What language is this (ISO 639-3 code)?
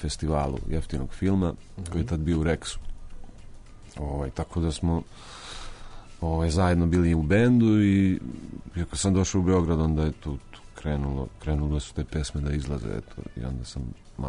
srp